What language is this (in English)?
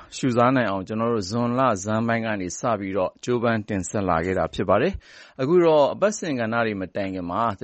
Burmese